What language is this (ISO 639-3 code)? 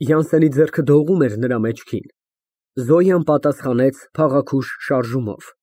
hye